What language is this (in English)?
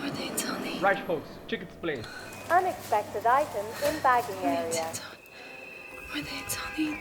Irish